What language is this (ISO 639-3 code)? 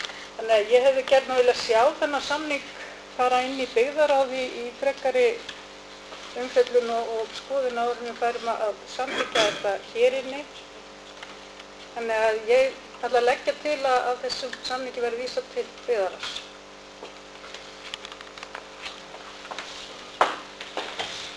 isl